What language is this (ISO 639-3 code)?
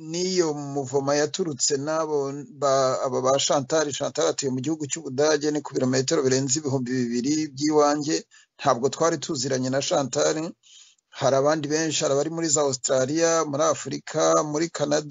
kin